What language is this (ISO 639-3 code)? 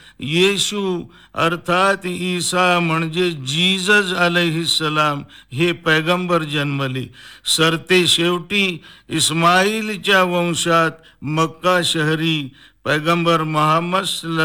mar